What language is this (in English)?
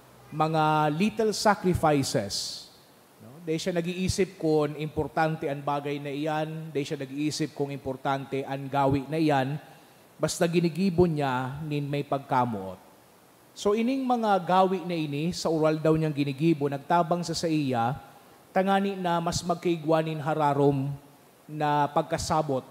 Bikol